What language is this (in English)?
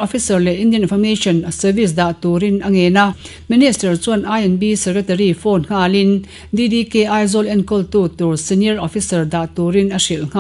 Mizo